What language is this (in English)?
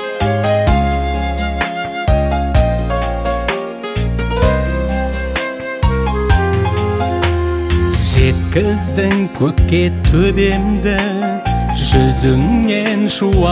Kazakh